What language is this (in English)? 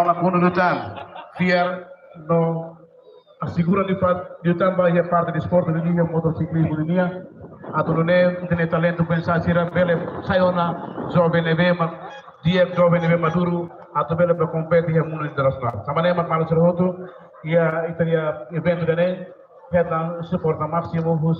Tetum